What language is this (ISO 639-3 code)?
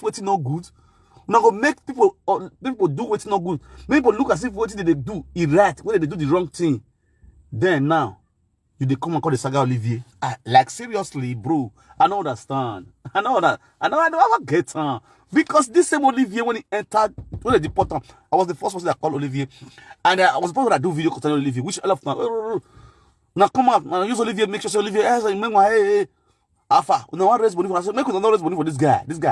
pcm